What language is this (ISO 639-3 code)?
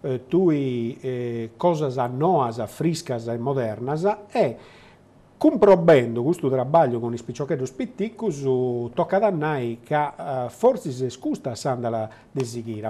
srd